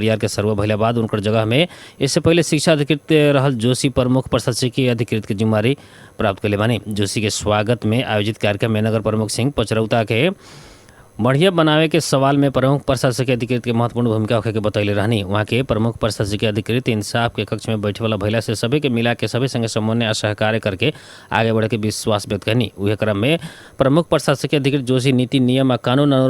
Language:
Bhojpuri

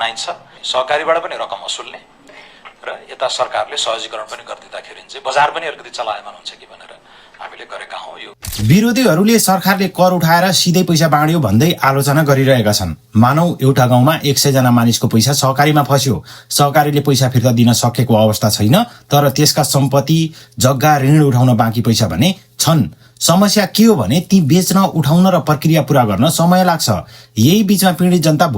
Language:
Nepali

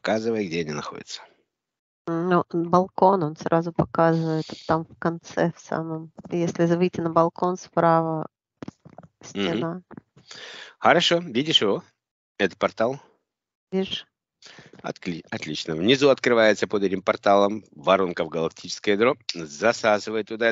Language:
Russian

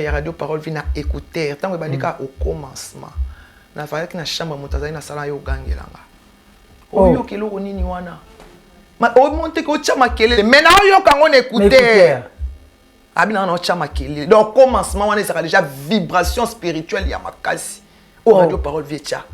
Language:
Lingala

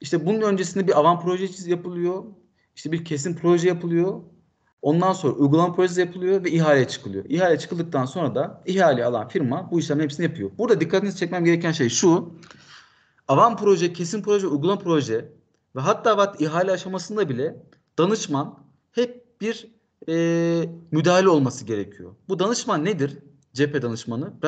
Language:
Turkish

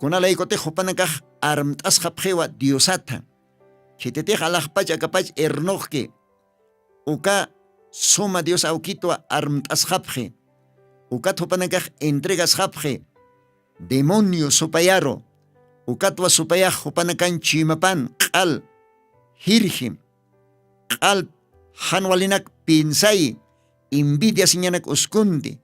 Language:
Aymara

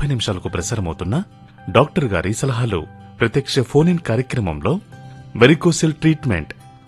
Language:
Telugu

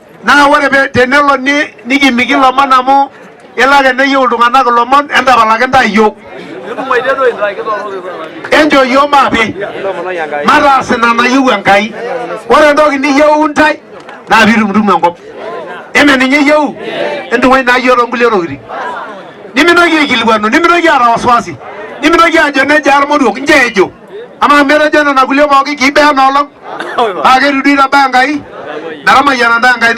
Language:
Masai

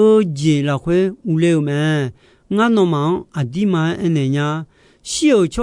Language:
Akha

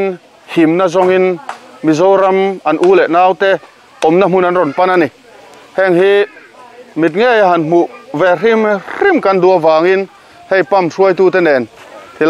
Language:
Mizo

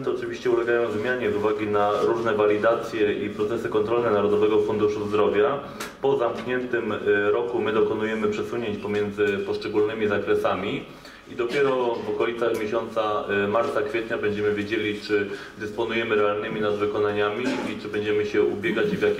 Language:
Polish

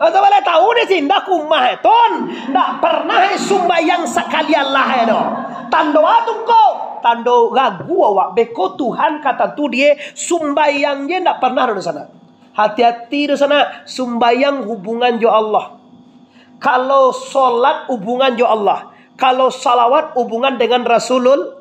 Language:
Minangkabau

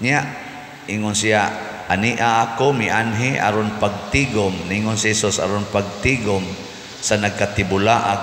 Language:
Cebuano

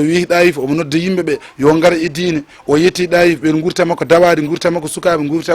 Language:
Fula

